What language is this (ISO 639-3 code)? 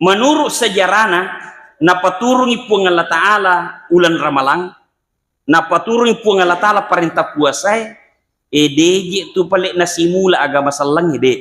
bug